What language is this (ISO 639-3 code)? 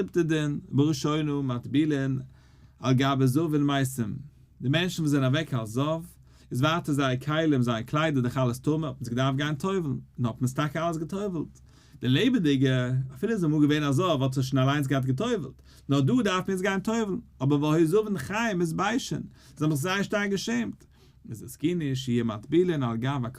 yid